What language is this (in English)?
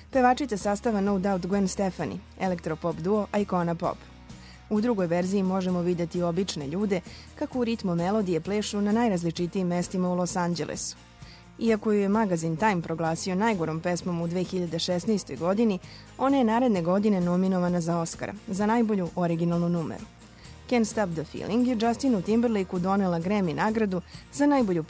Serbian